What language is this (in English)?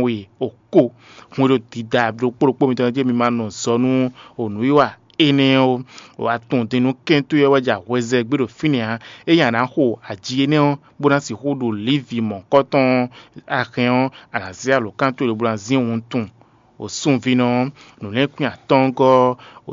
Fon